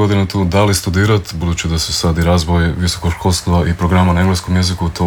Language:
Croatian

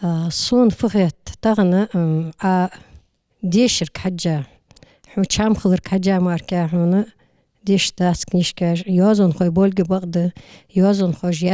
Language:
Ingush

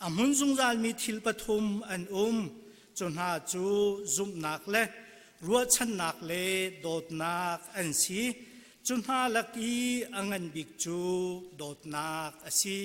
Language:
Hakha Chin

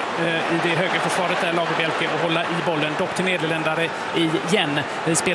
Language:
Swedish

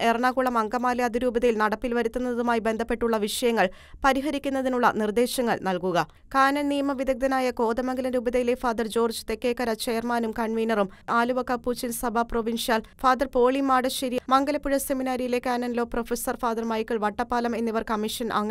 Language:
Malayalam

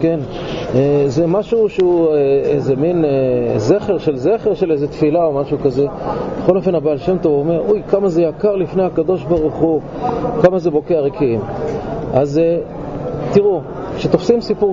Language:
Hebrew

